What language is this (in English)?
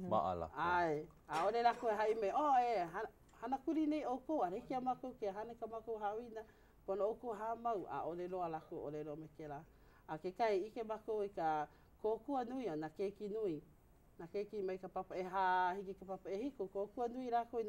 Hawaiian